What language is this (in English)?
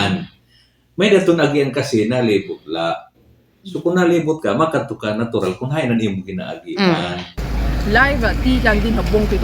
Waray